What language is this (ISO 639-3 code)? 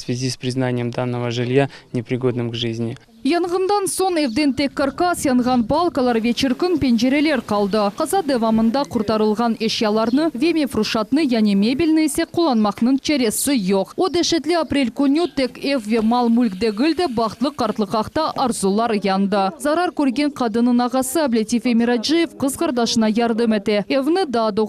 crh